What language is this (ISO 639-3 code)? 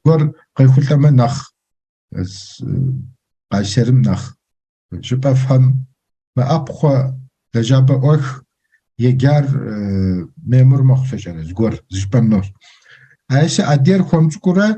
kbd